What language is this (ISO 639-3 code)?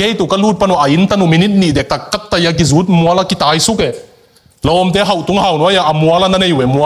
ctd